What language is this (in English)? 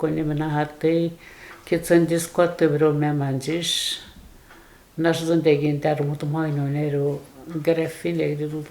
Atikamekw